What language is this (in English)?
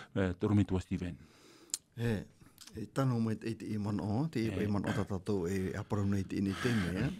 Tahitian